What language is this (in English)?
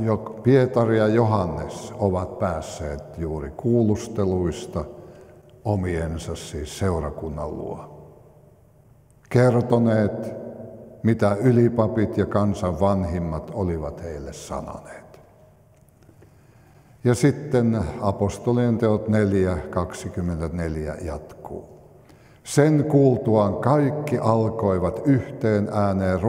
Finnish